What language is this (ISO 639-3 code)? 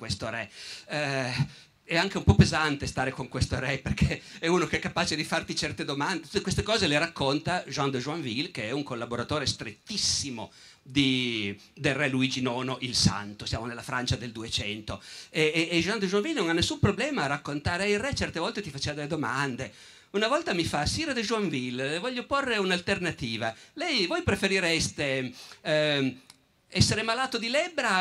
ita